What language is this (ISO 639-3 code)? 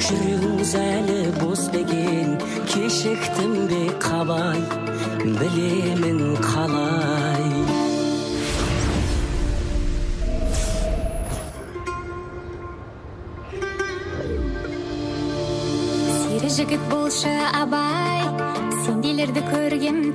kaz